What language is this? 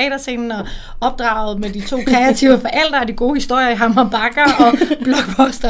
Danish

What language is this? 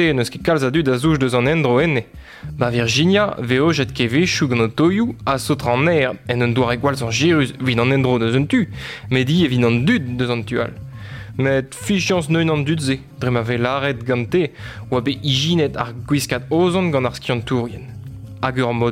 Breton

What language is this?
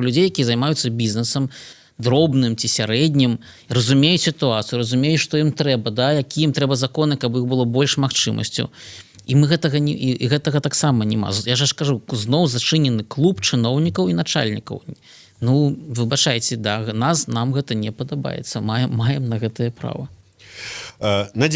Belarusian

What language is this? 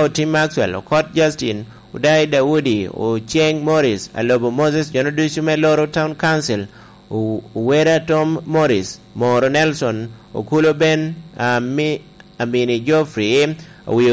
Lango (Uganda)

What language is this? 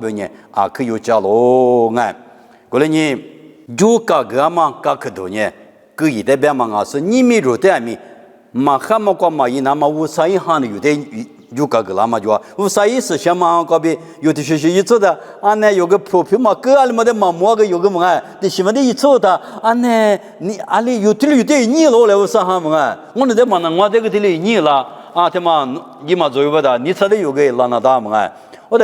Lisu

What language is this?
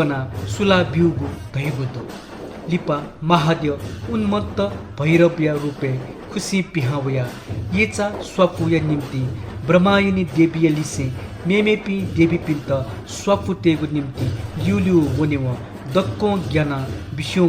Newari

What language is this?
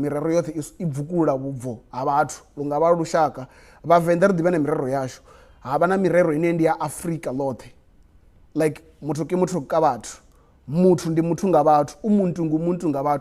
Venda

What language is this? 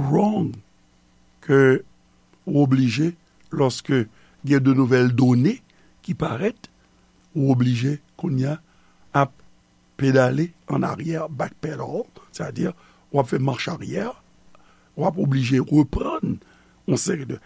Haitian Creole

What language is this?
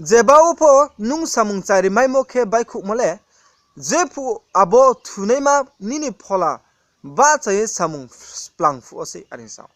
Riang (India)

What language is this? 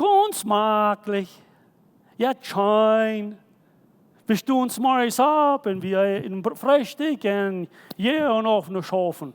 Plautdietsch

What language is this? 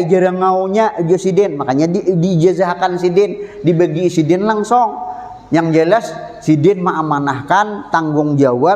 Banjar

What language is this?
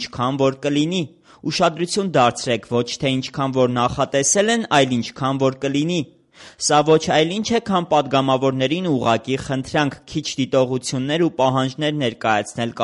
Armenian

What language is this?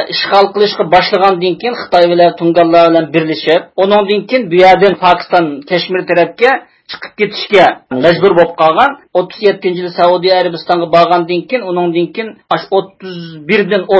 Uyghur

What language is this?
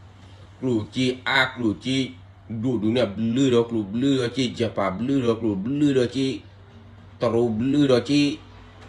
S'gaw Karen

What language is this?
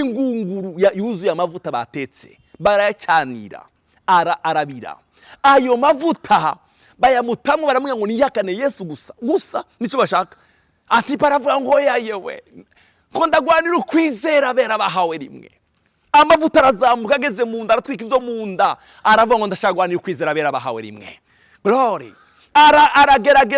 Rundi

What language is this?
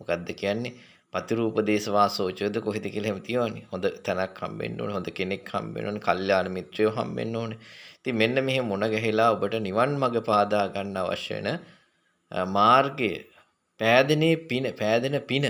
Sinhala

